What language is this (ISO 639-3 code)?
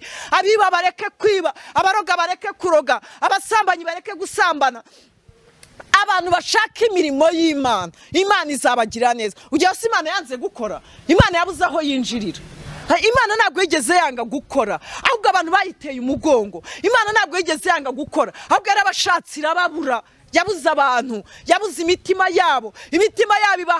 kin